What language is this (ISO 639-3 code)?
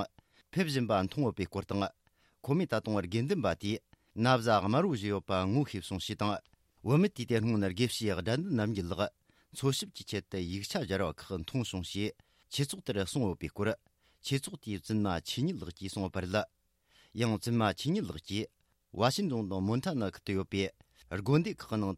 bod